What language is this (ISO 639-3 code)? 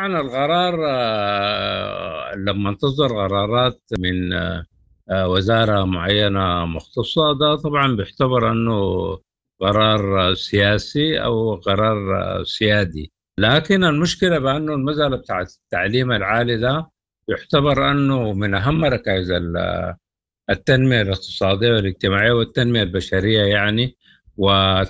apd